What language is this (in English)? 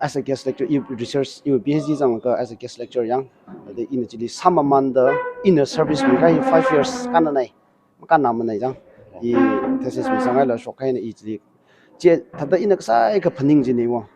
Tangkhul Naga (India)